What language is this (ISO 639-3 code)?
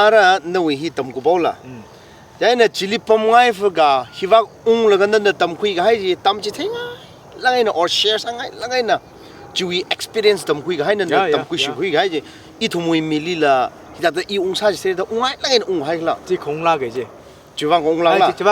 nmf